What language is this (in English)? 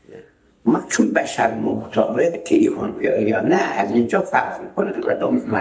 Persian